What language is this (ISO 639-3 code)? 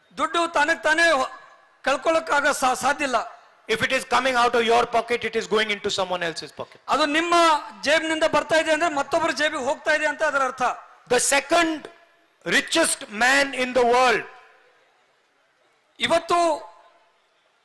kan